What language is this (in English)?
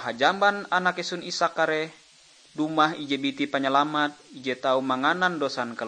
Ngaju